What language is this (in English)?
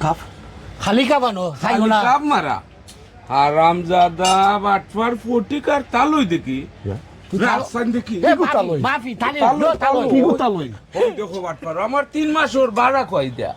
Sylheti